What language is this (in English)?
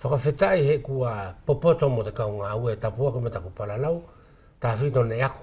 Wallisian